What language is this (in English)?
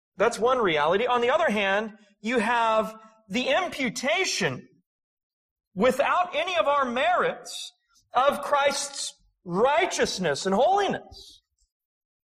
English